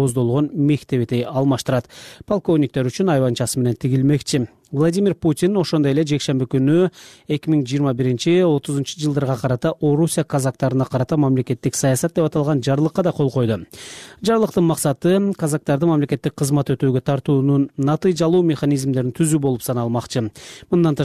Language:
Kyrgyz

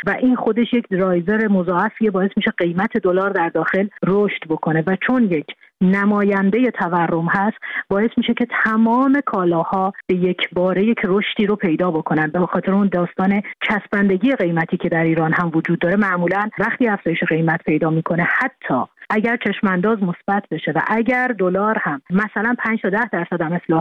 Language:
Persian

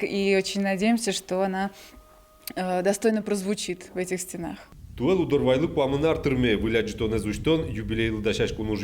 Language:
Udmurt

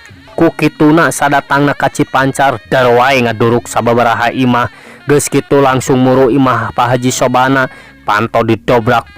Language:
Sundanese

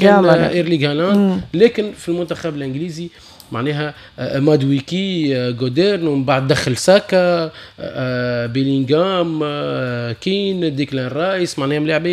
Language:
Tunisian Arabic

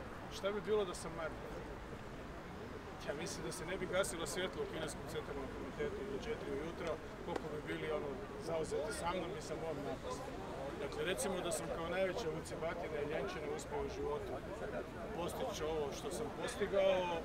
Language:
Croatian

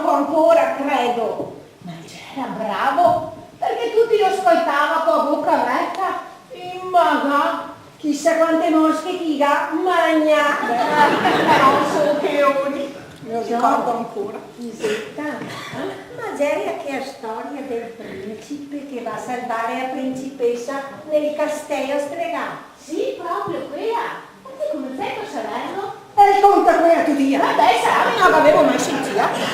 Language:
Venetian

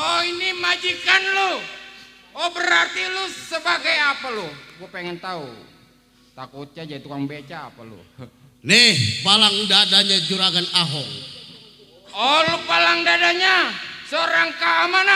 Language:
Betawi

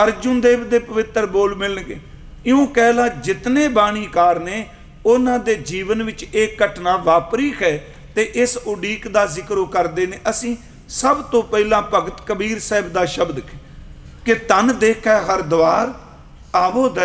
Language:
Punjabi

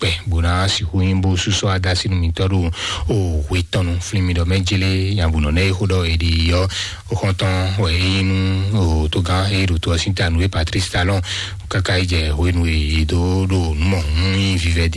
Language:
Fon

